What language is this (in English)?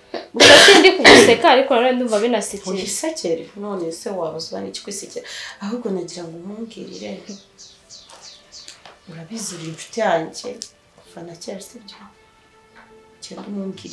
Kinyarwanda